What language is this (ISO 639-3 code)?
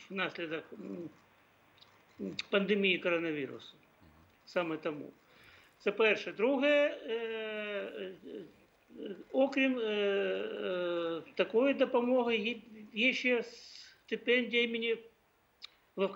ukr